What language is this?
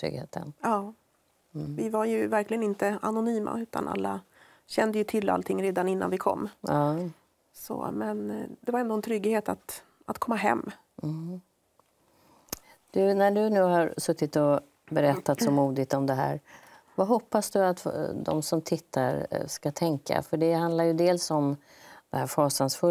Swedish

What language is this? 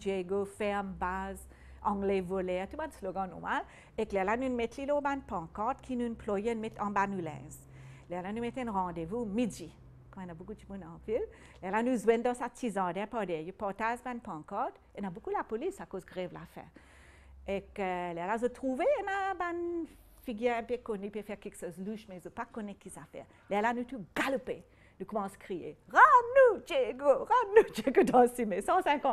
Morisyen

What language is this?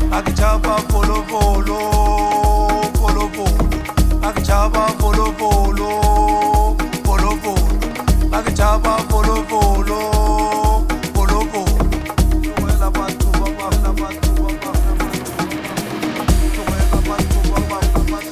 Zulu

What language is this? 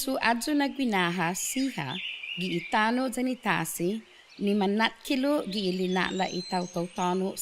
Chamorro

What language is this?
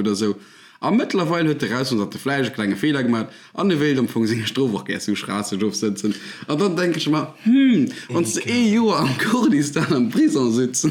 Luxembourgish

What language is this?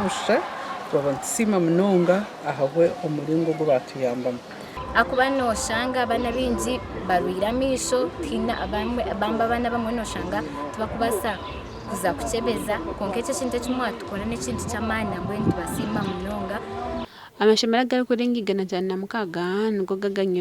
Nyankole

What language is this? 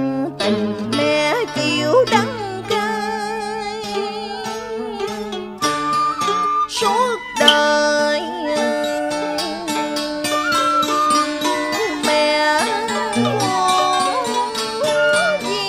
Vietnamese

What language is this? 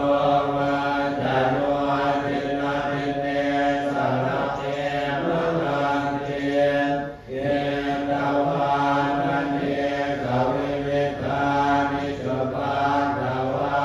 Pali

